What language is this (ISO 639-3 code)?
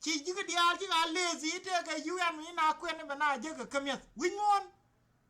nus